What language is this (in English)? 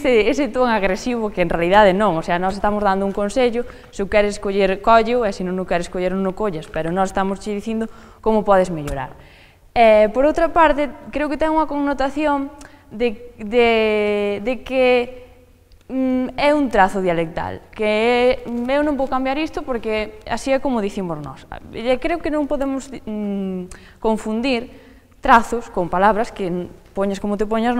Galician